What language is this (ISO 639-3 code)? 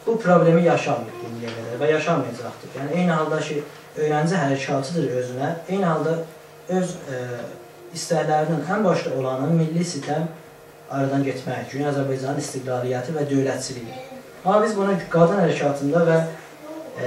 azb